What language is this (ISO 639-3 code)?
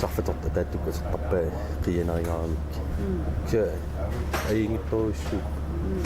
kal